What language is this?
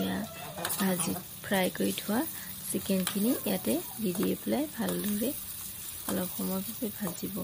Assamese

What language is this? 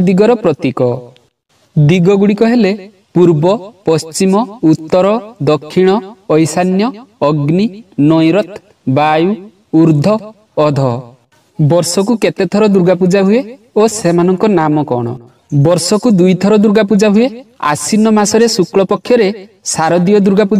Odia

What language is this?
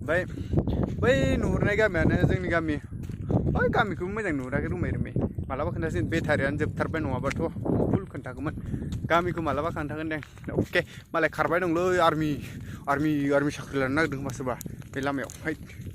Bodo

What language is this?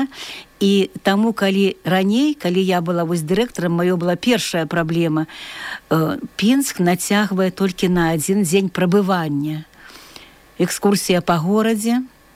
Belarusian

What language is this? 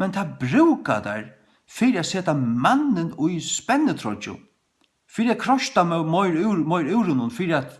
Faroese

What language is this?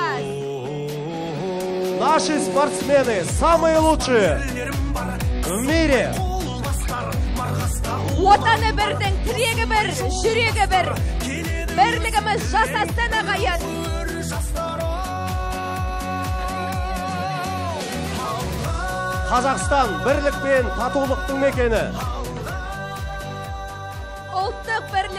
Kazakh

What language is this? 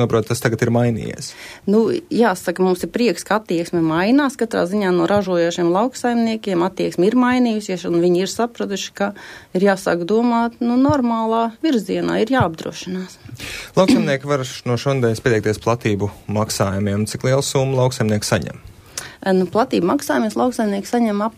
Latvian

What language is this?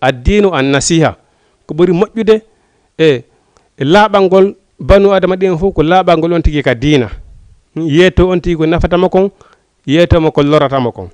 Fula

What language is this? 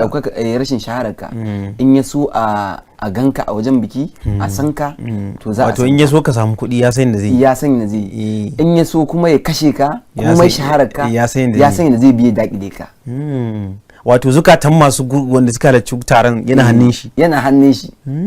Hausa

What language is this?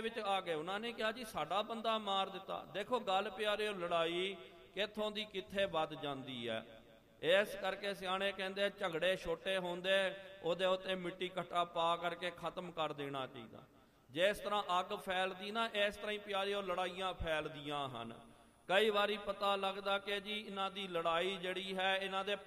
Punjabi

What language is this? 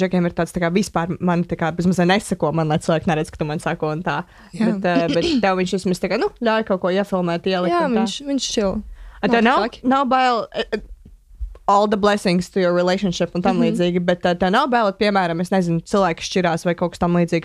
Latvian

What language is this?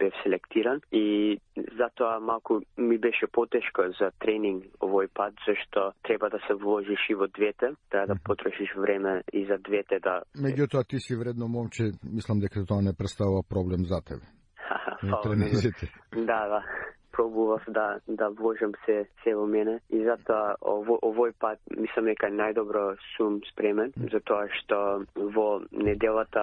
Macedonian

